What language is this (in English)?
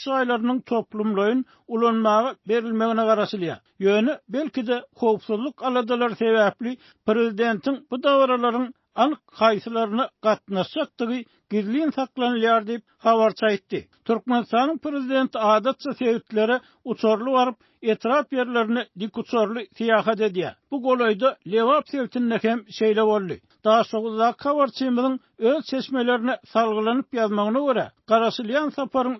Turkmen